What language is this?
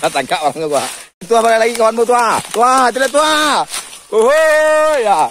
Minangkabau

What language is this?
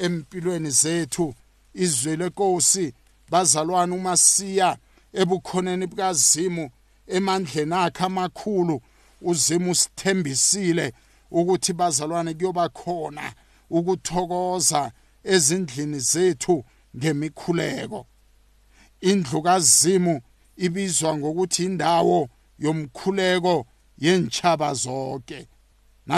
South Ndebele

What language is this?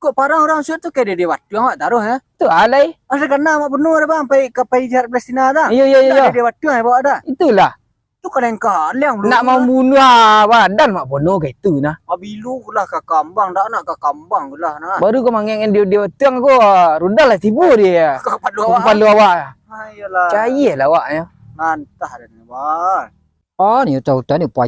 Minangkabau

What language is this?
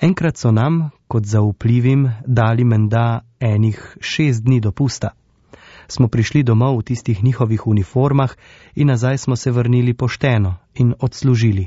Slovenian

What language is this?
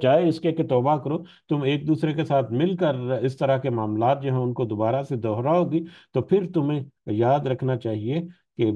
Urdu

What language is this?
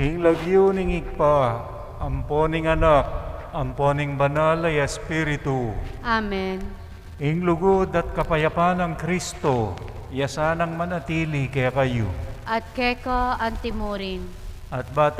Pampanga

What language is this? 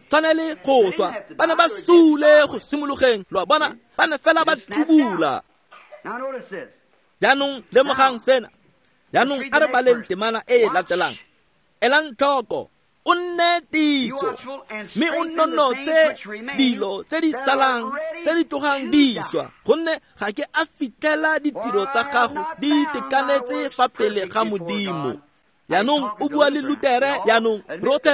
Tswana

